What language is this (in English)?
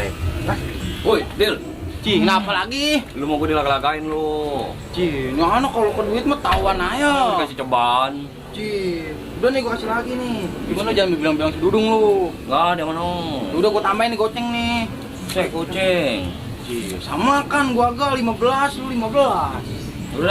Betawi